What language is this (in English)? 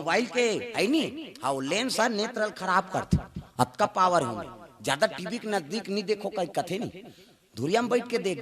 Chhattisgarhi